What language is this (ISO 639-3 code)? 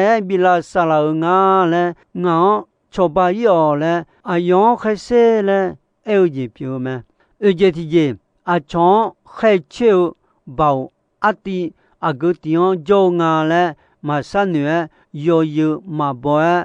ahk